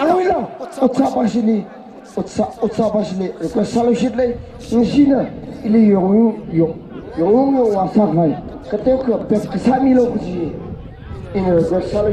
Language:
Tangkhul Naga (India)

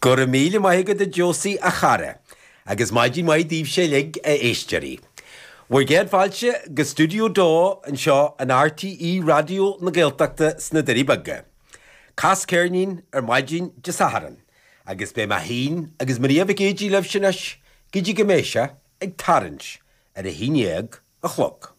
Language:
Irish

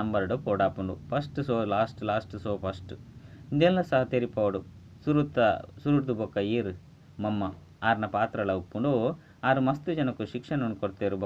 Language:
Tulu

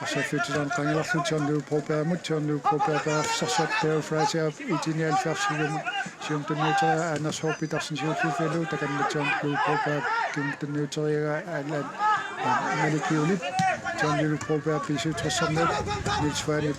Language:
Kalaallisut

